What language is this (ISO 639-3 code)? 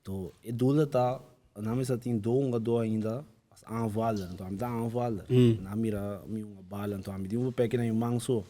pap